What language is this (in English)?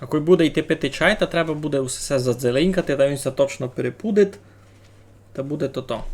Rusyn